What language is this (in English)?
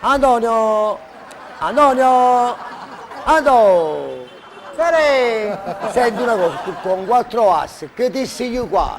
Neapolitan